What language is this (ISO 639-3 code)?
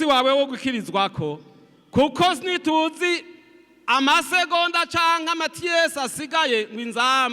run